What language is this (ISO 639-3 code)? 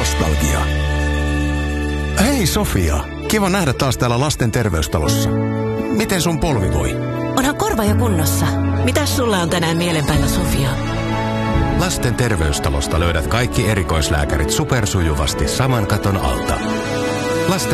fin